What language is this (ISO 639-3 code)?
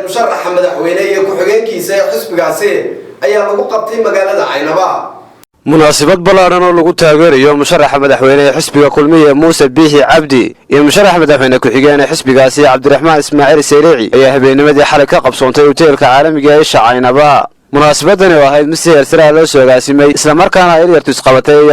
som